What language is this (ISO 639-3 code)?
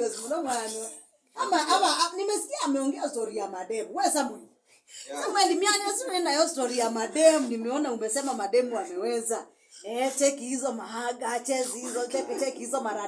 kam